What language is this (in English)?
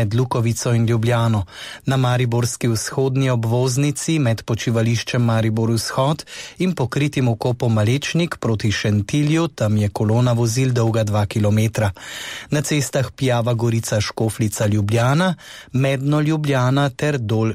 Slovenian